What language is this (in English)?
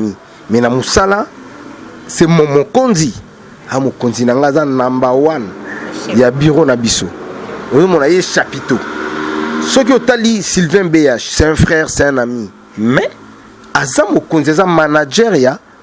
Lingala